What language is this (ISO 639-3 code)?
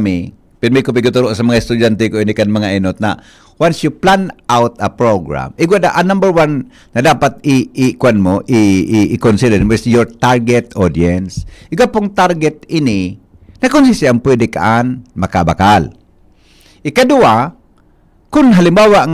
bik